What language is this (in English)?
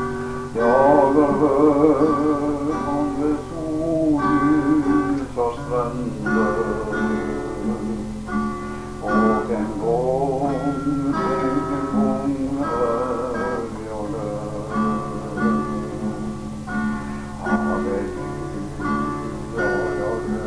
Swedish